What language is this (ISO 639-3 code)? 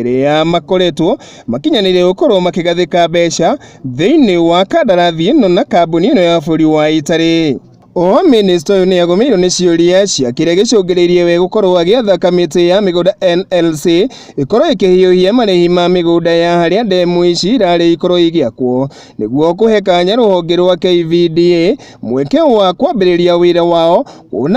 kik